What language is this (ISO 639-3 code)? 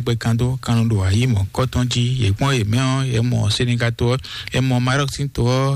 fon